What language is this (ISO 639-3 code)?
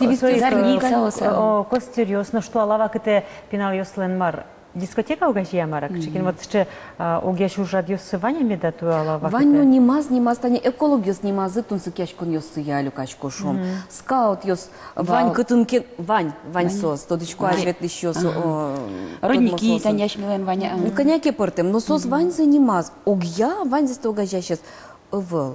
udm